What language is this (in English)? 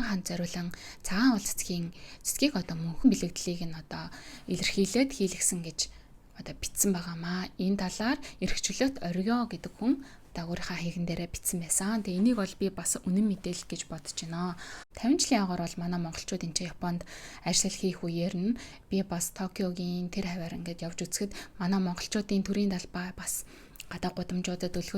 Mongolian